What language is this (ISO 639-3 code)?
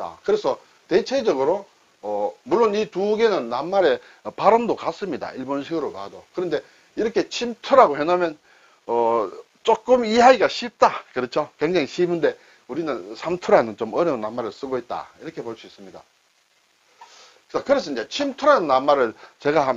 kor